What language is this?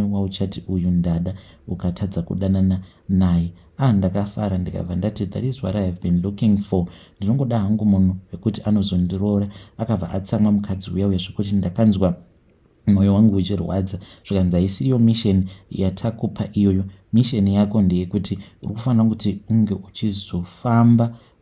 Shona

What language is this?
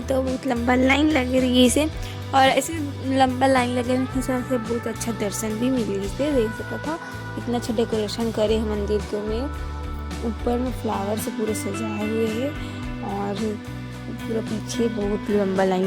Chhattisgarhi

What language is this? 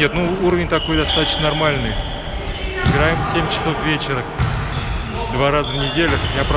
Russian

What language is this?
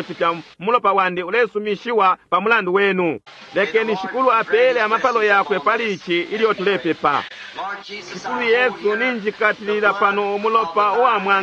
Bemba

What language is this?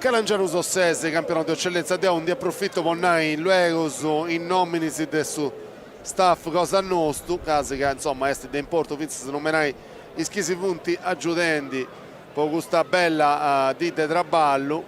Sardinian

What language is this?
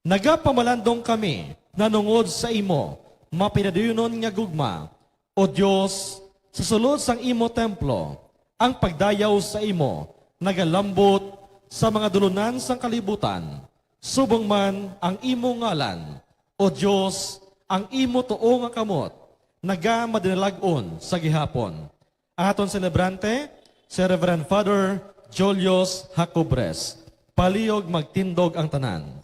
Hiligaynon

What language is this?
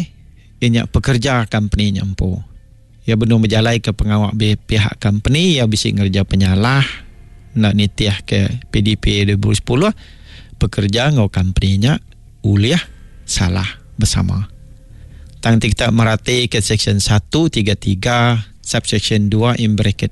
Iban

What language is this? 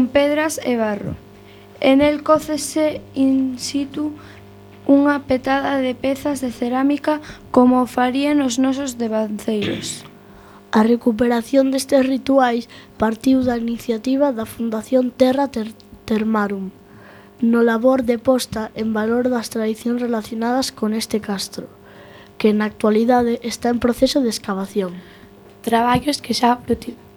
Galician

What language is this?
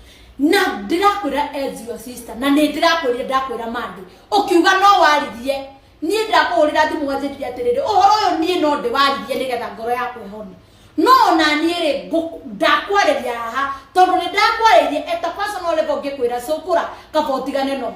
Kikuyu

